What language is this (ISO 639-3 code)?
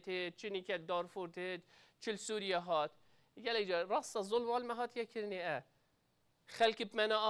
kur